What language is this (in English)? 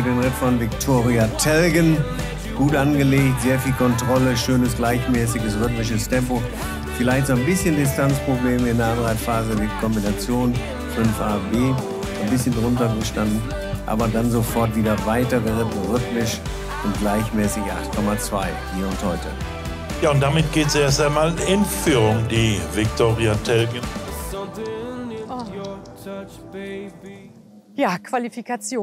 German